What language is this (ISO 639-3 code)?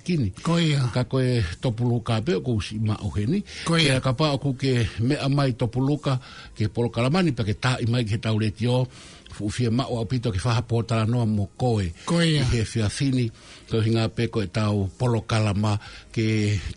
ton